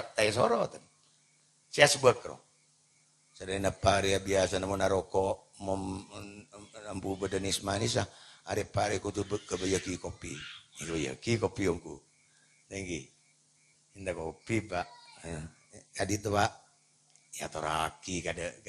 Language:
Madurese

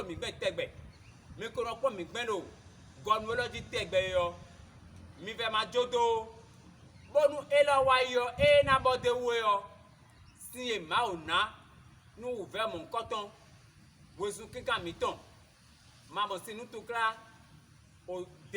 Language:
Fon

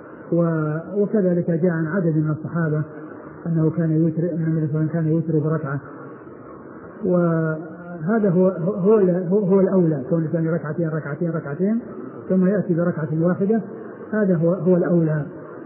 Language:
Arabic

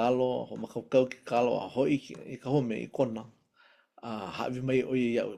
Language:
Hawaiian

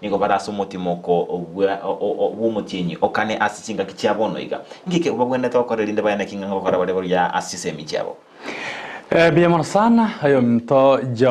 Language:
Gusii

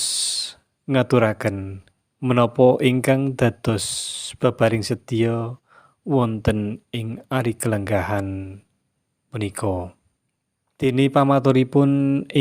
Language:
Javanese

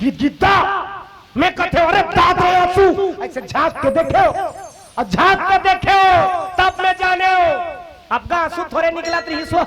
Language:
Chhattisgarhi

